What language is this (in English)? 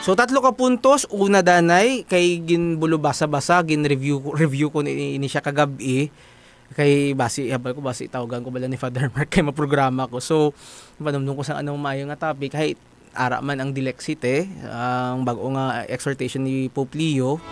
Hiligaynon